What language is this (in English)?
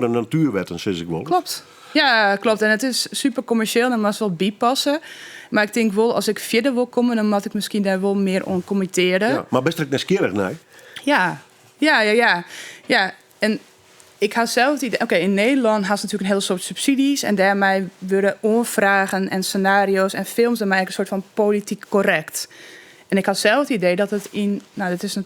Western Frisian